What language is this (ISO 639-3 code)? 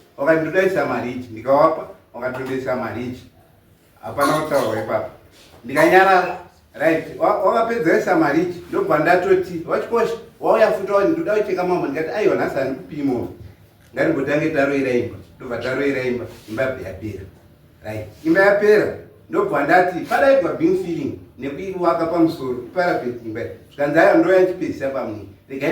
sna